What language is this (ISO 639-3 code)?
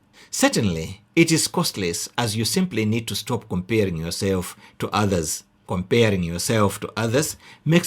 eng